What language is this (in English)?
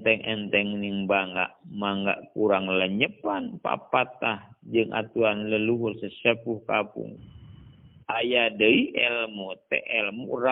Sundanese